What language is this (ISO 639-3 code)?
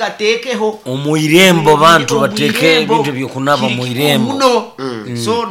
nyo